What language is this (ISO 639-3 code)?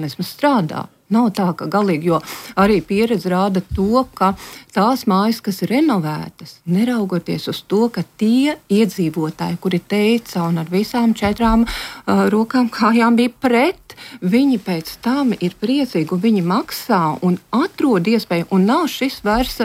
lav